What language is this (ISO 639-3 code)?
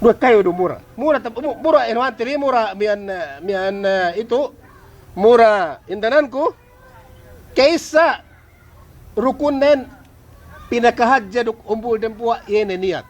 yka